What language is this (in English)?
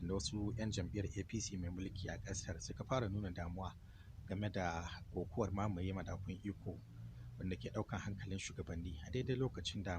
Hausa